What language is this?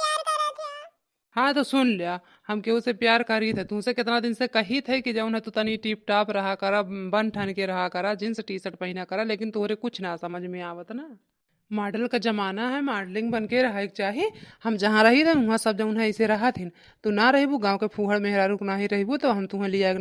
Awadhi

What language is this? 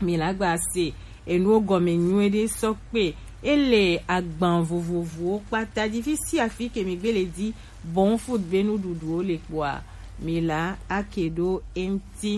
Gen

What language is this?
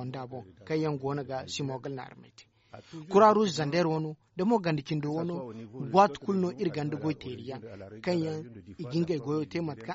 Zarma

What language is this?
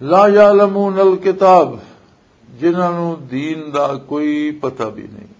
Western Panjabi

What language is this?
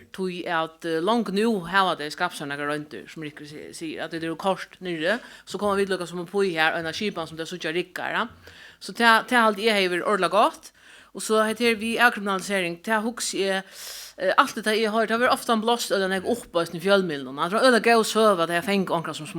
Faroese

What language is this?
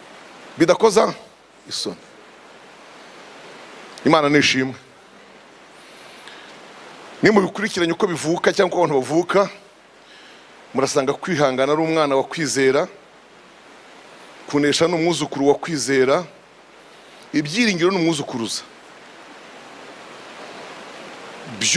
Kinyarwanda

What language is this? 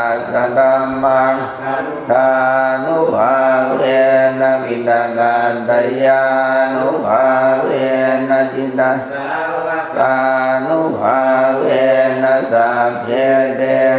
Pali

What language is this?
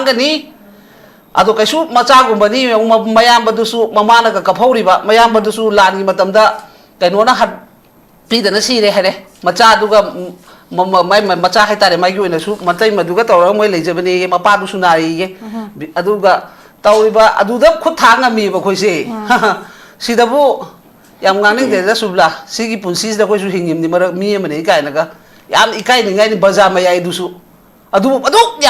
Manipuri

